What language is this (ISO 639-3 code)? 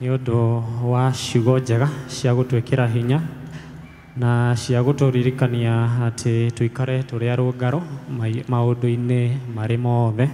kik